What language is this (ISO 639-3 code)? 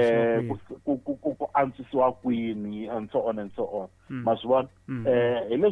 tso